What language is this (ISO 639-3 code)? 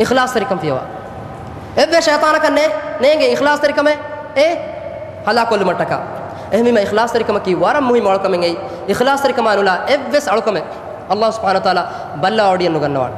div